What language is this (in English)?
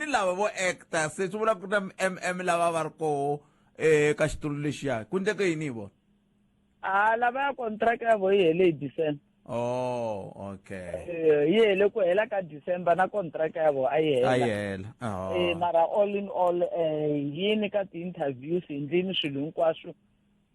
Tsonga